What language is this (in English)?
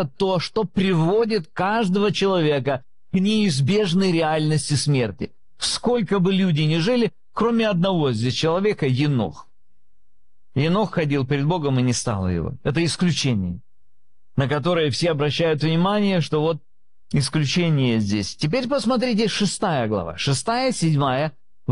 Russian